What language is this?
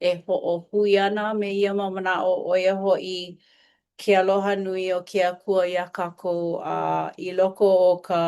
Hawaiian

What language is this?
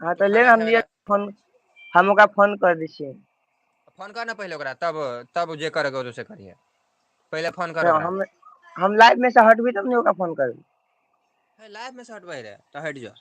Maithili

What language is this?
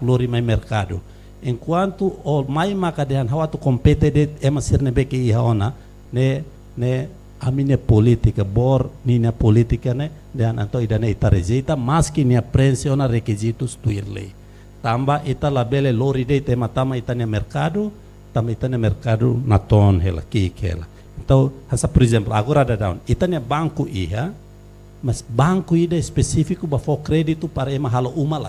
Tetum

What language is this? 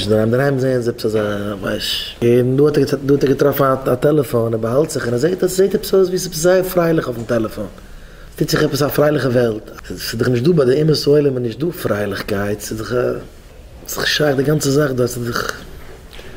Yiddish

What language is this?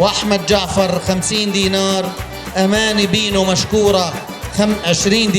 North Levantine Arabic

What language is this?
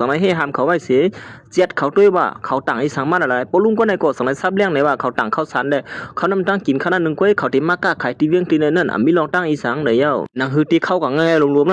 Shan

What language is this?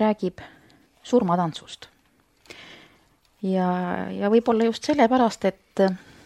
Estonian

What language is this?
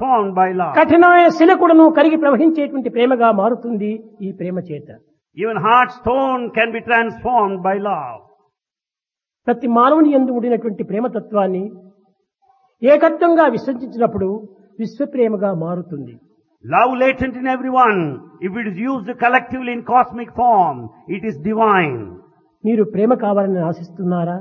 Telugu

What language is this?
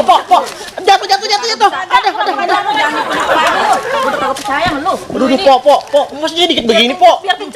Betawi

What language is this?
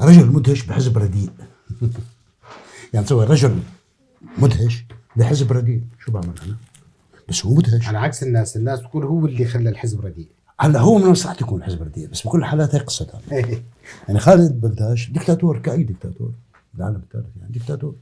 North Levantine Arabic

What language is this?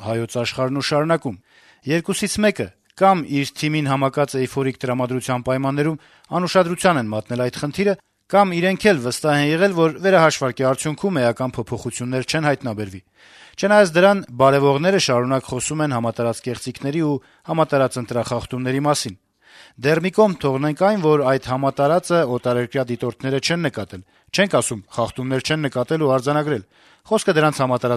Armenian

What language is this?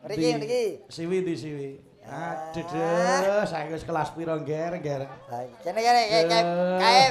Javanese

